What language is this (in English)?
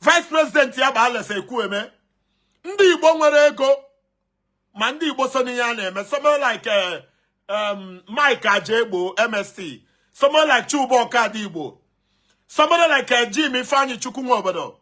Igbo